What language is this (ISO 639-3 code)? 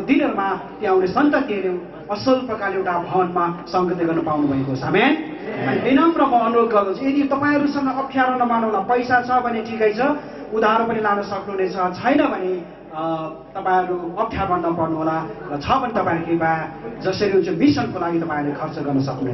nep